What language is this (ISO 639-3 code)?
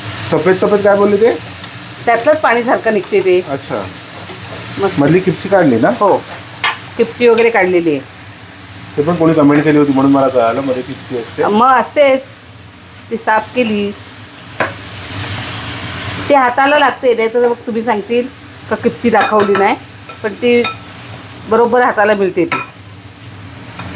mar